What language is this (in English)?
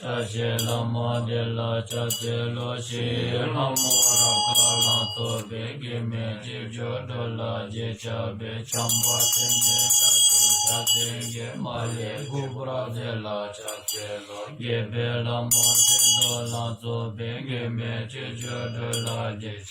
Dzongkha